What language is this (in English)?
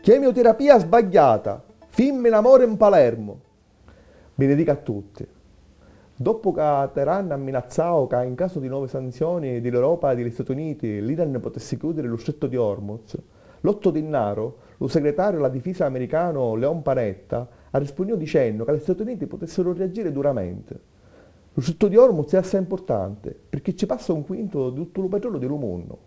Sicilian